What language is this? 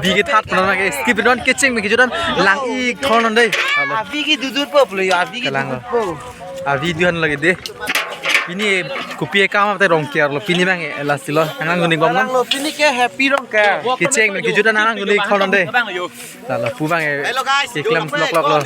Karbi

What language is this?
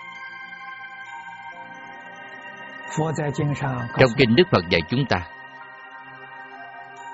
Vietnamese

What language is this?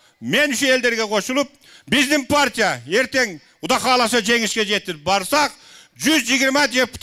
Kyrgyz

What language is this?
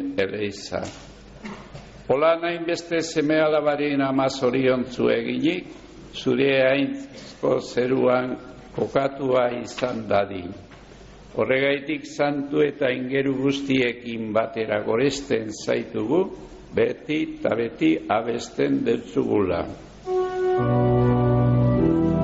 Basque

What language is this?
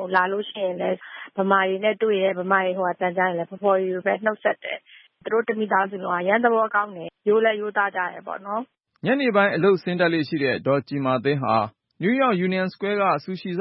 Burmese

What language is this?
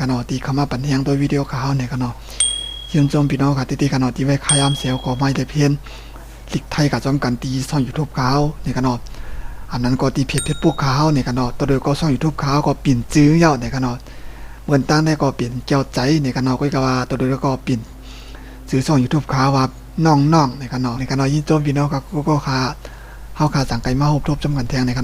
Shan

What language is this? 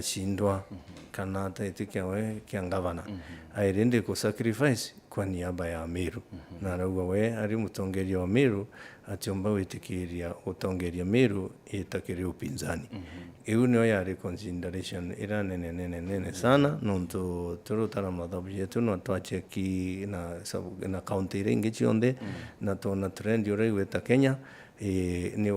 Meru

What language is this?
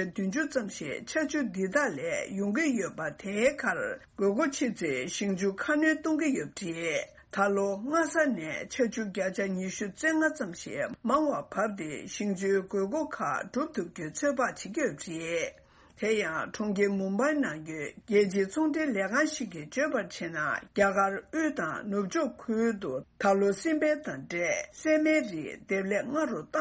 Tibetan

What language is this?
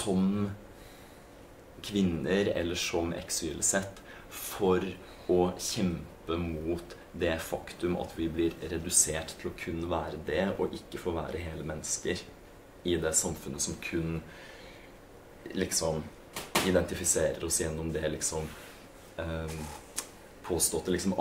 Norwegian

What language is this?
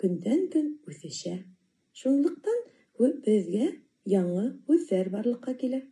Bashkir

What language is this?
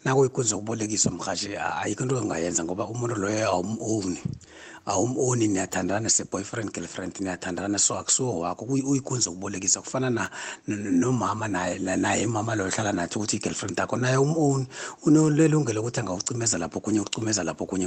South Ndebele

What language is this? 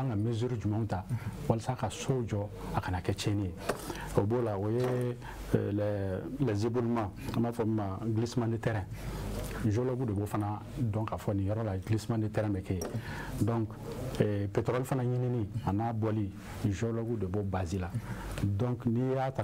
Bambara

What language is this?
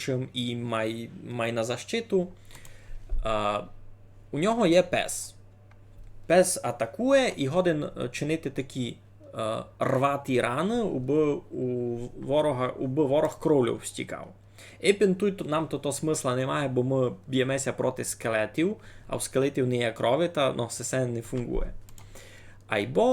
Rusyn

